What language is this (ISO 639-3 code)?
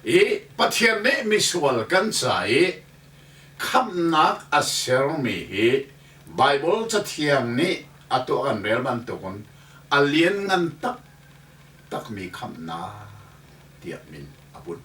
cnh